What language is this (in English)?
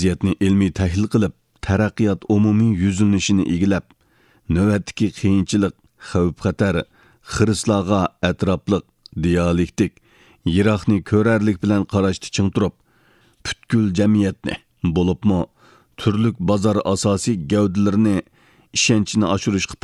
Uyghur